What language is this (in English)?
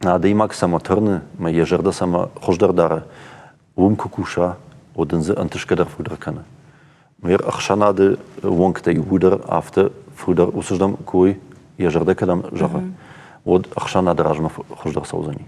Ossetic